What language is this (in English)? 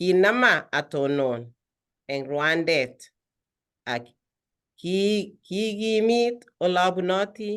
Kalenjin